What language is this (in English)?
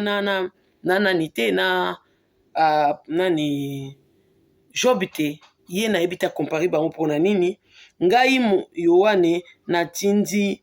Lingala